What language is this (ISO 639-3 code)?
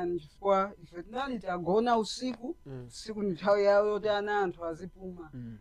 nya